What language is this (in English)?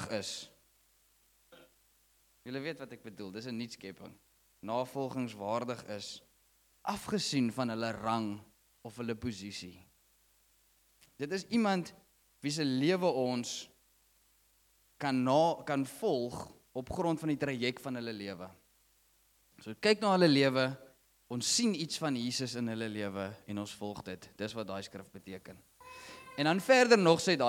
Afrikaans